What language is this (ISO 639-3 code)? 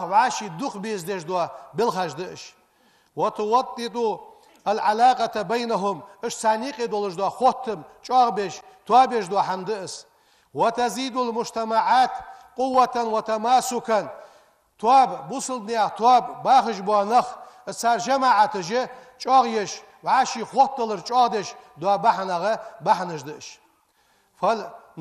inh